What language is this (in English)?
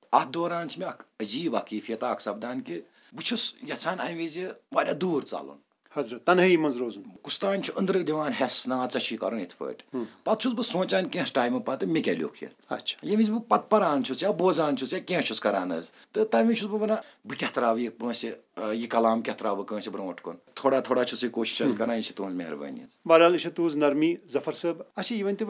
Kashmiri